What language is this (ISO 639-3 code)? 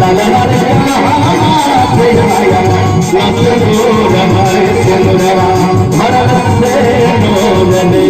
mai